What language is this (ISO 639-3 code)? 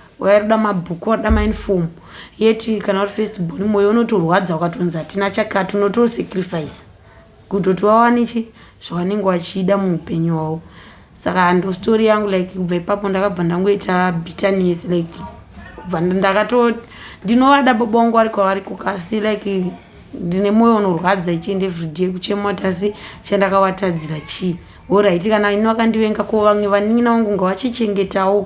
sna